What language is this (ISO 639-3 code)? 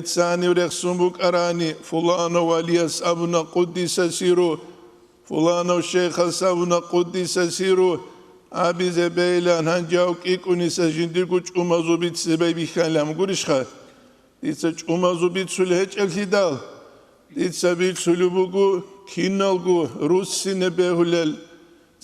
ava